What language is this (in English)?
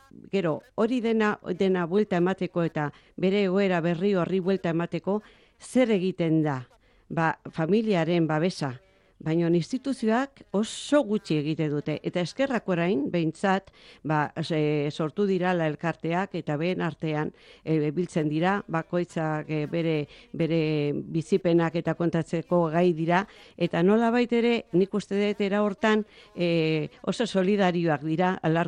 Basque